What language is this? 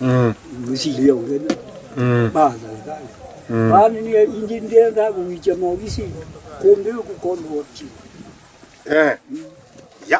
Kamba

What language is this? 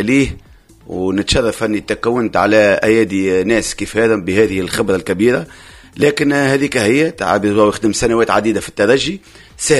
Tunisian Arabic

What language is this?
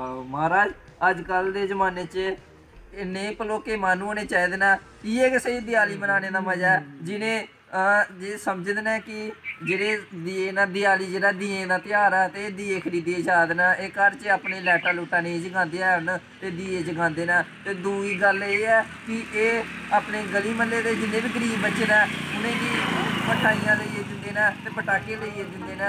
Dogri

